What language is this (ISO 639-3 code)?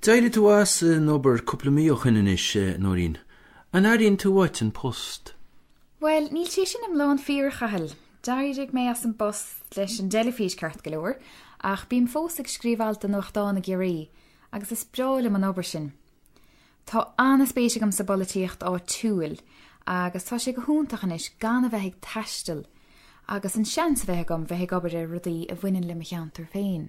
gle